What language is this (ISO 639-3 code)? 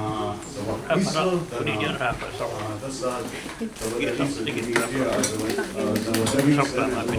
moh